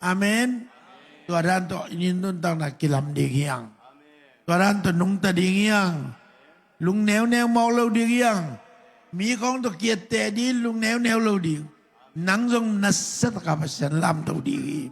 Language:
Tedim Chin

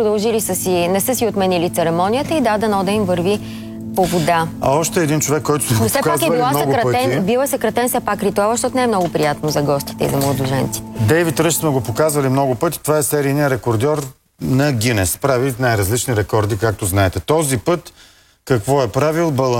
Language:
Bulgarian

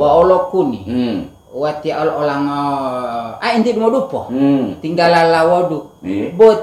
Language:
Gorontalo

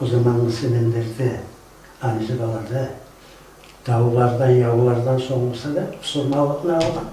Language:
Kumyk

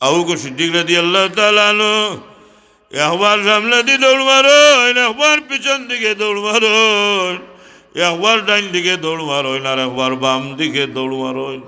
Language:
Sylheti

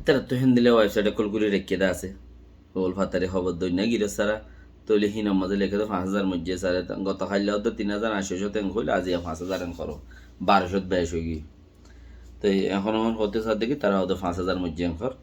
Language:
Rohingya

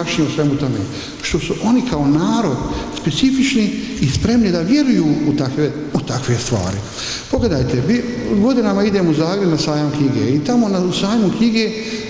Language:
Bosnian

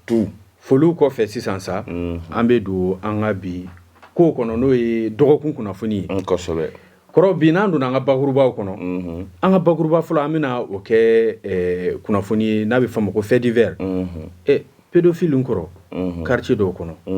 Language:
Bambara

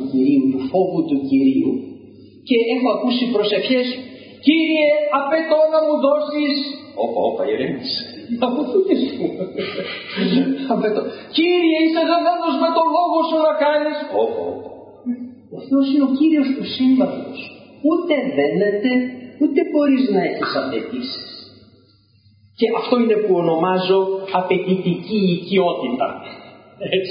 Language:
Greek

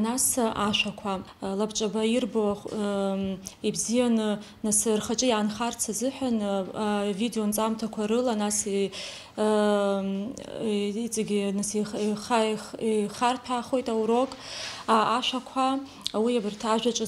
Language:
Abkhazian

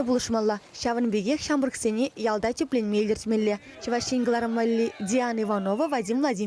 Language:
Chuvash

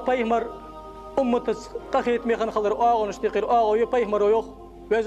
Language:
Ingush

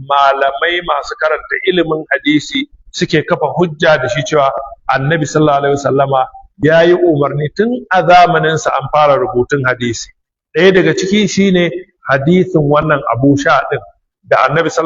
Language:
Hausa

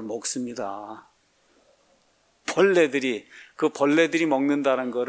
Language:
Korean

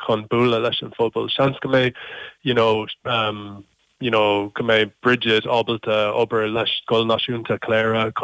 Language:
Irish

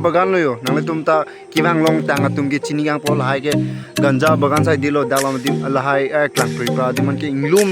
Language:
Karbi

